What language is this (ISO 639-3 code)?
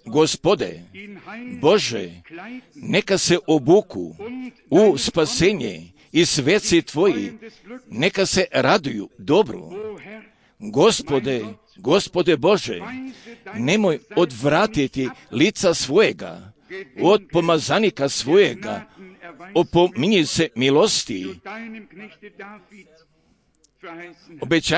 hrv